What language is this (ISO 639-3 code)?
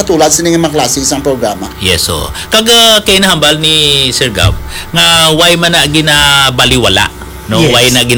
hil